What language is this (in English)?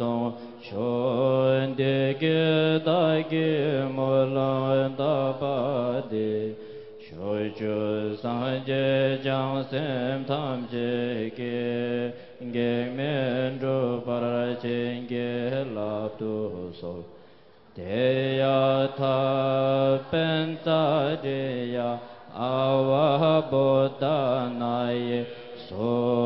Tibetan